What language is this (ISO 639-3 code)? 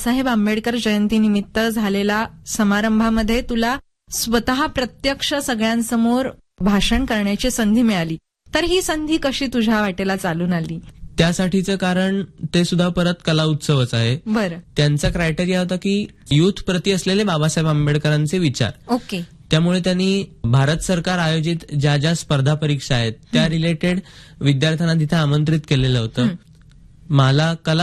mar